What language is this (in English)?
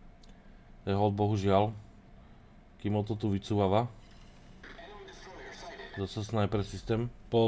Slovak